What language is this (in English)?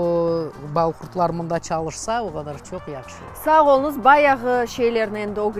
Crimean Tatar